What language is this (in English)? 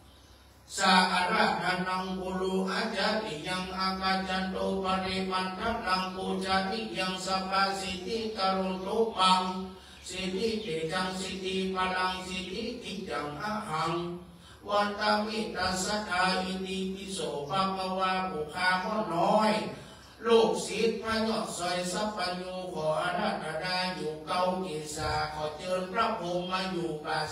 Thai